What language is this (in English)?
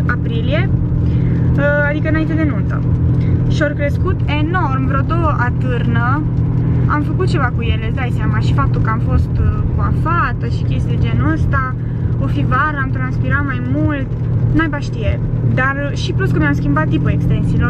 Romanian